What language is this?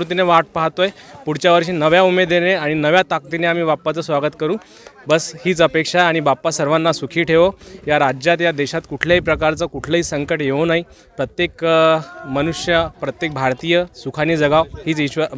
Marathi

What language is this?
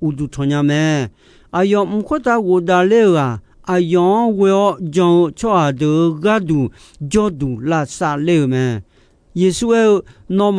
Akha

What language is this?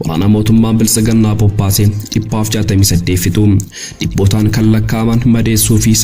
Oromo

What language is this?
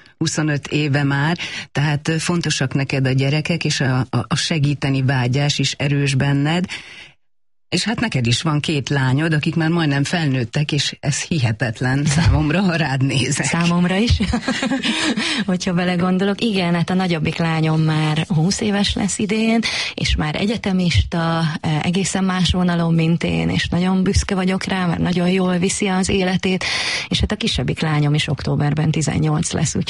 Hungarian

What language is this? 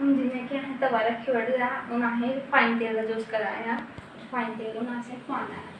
Dogri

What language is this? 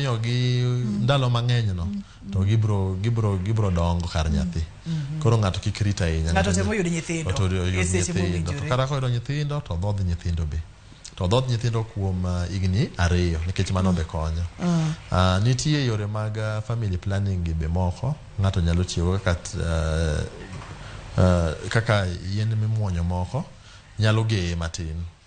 Luo (Kenya and Tanzania)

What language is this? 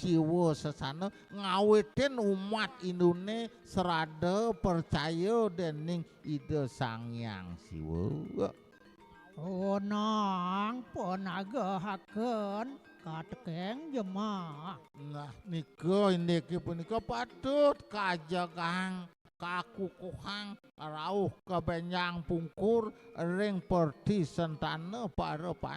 Balinese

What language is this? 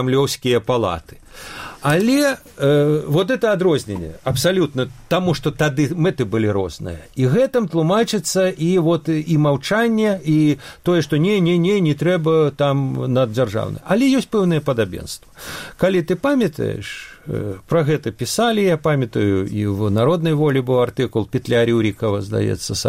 Belarusian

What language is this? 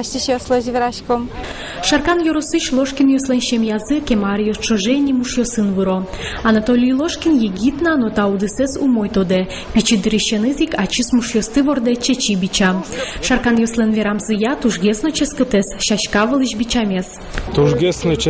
Udmurt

